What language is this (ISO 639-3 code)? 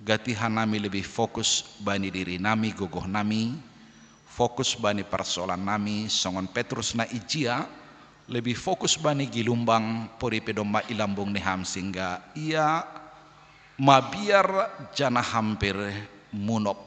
bts